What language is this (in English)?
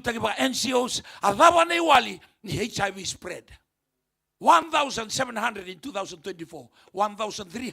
Fijian